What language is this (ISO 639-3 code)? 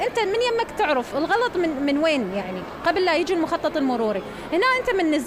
acm